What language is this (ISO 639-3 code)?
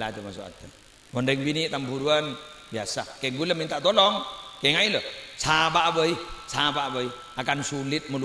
mad